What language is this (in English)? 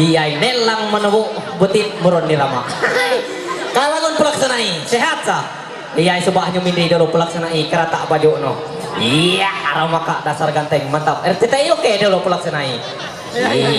Ma'anyan